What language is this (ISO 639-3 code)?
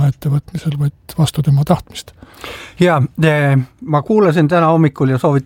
est